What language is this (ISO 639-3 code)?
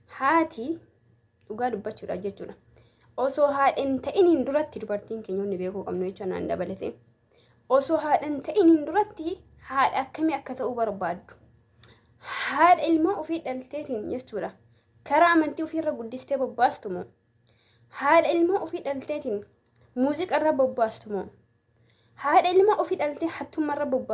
orm